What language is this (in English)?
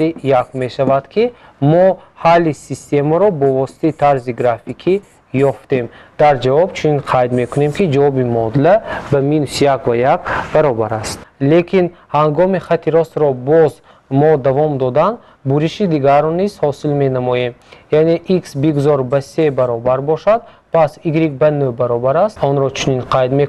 Tajik